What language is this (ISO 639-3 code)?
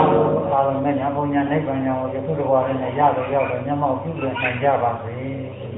mya